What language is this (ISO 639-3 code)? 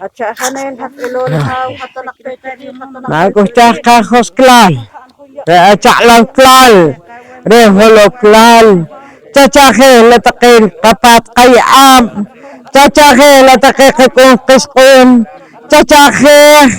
poh